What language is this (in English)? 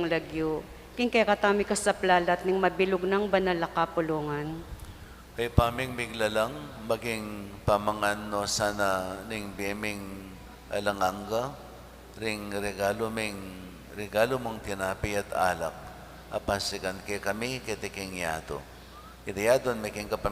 Pampanga